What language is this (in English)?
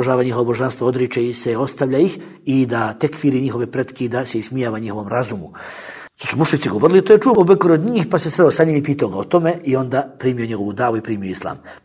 Bosnian